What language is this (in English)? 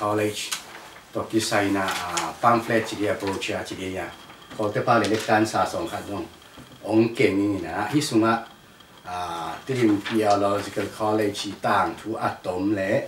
Tedim Chin